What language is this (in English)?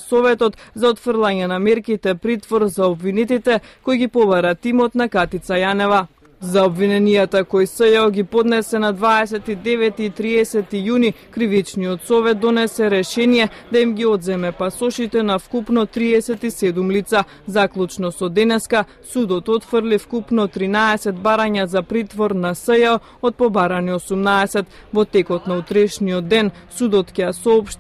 Macedonian